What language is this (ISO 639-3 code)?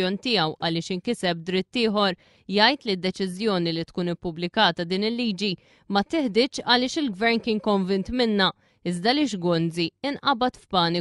mlt